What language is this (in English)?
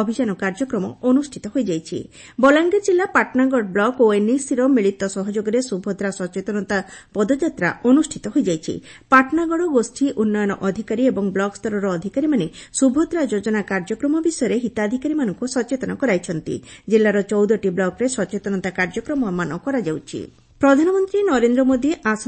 Odia